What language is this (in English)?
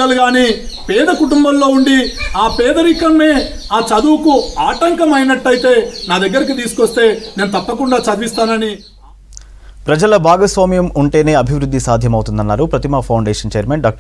Telugu